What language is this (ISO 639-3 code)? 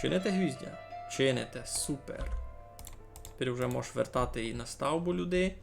rue